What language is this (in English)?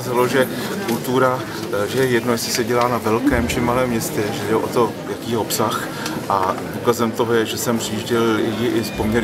Czech